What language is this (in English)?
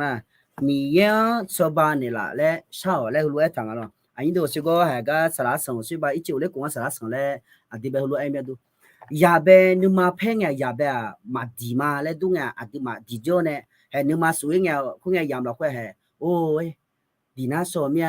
Akha